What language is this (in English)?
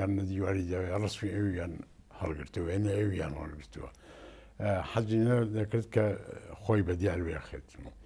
Central Kurdish